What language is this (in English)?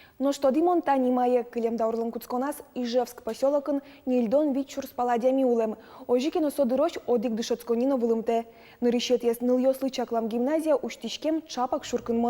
Udmurt